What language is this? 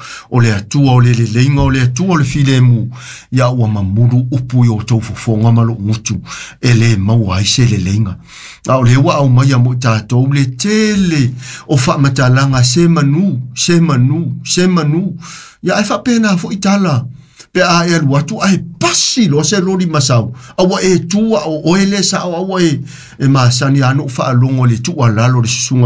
Samoan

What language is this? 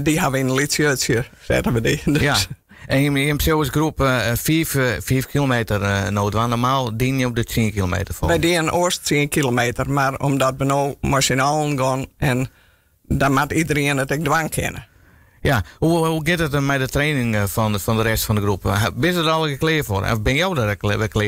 Western Frisian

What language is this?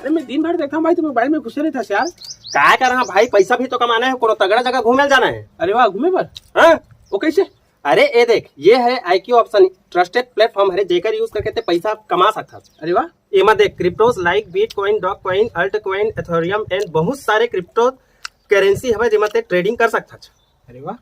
Chhattisgarhi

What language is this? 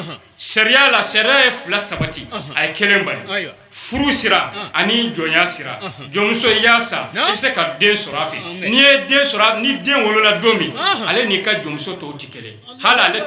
Bambara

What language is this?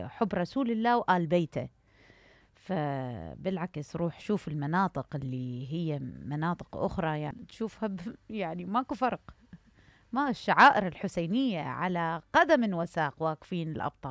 Mesopotamian Arabic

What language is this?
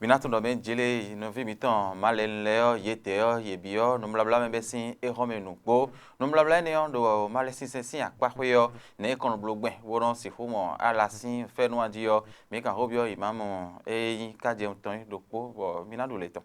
Fon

